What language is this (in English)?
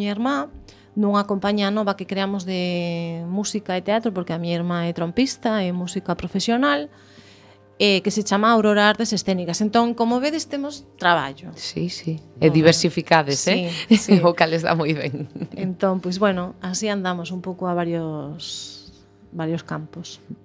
Galician